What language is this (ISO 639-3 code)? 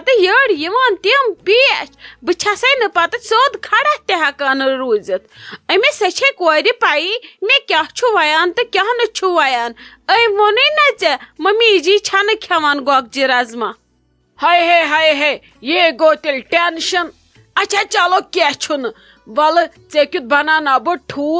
kas